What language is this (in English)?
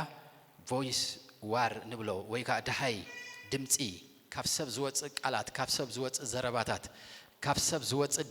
Tigrinya